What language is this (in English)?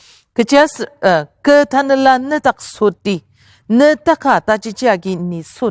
Ao Naga